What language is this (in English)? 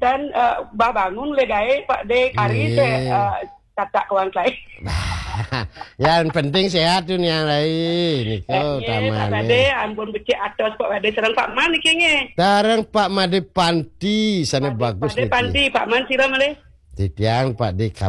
Balinese